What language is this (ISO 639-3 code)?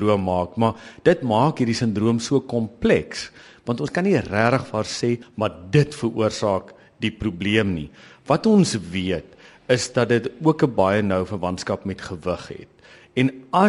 afr